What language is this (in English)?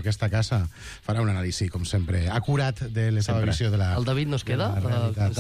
Catalan